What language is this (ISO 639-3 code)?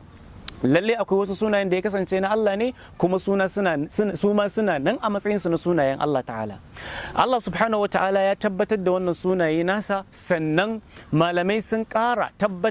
hau